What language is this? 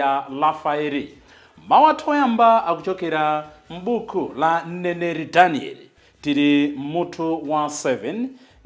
Nyanja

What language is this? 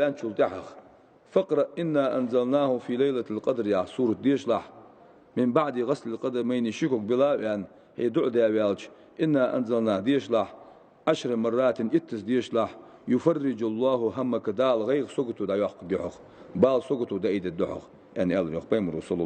Ingush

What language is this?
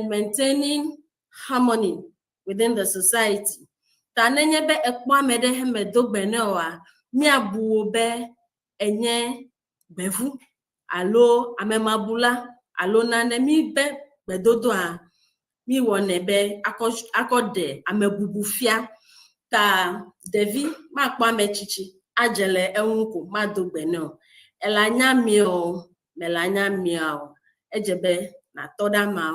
Ewe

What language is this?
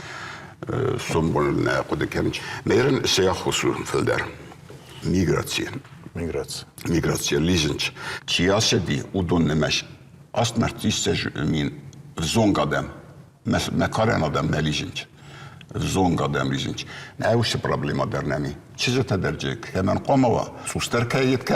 Ossetic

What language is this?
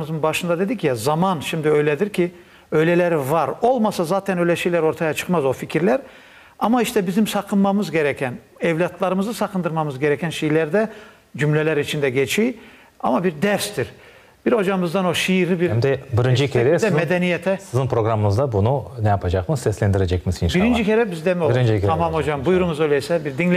Crimean Tatar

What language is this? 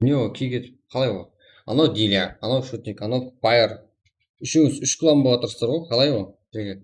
Kara-Kalpak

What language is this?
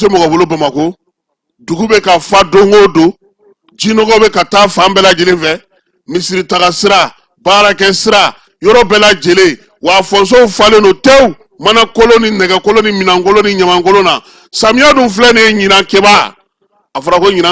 Bambara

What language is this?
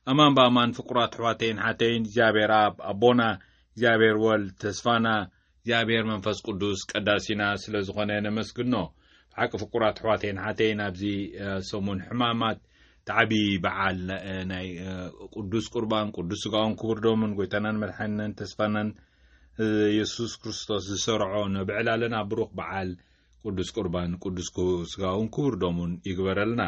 Tigrinya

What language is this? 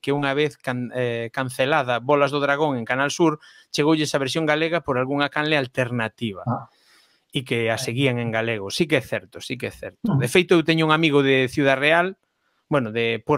Galician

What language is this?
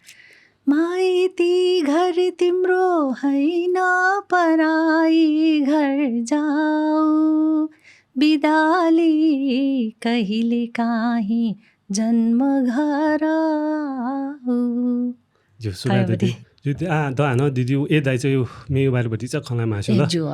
Newari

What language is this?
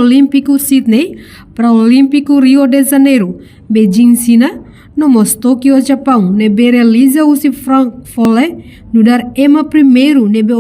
Tetum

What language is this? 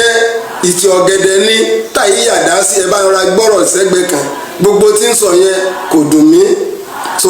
Yoruba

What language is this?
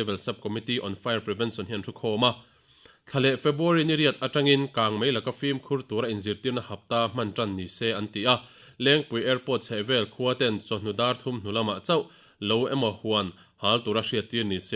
Mizo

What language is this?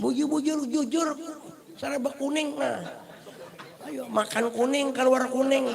Banjar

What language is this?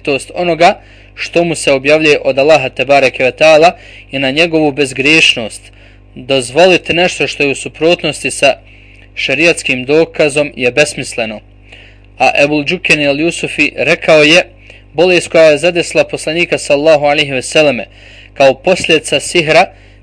Bosnian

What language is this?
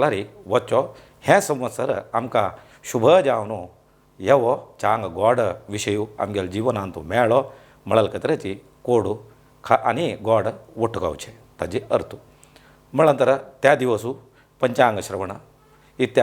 Konkani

